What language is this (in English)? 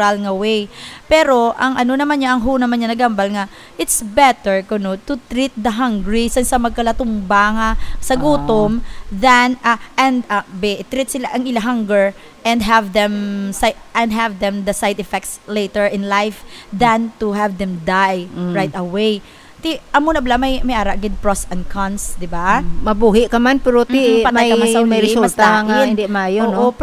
Hiligaynon